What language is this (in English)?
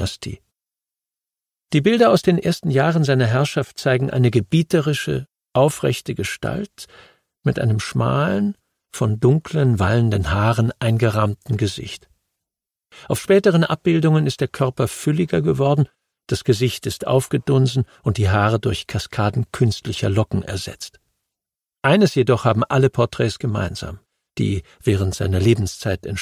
German